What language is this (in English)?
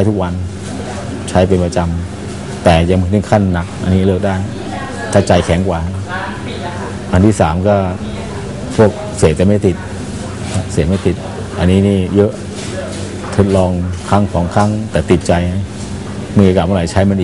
Thai